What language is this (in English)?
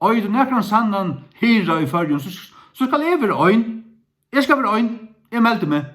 Faroese